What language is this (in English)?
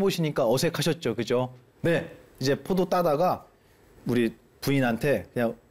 Korean